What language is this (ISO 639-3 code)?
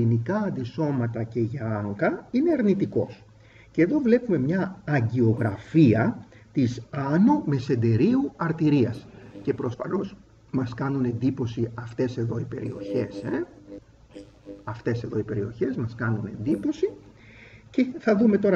ell